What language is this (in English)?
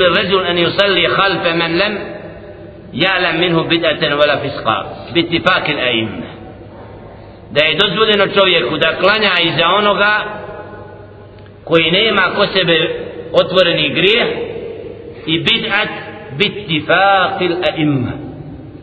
Bosnian